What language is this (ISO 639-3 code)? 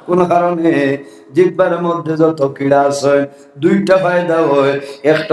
syl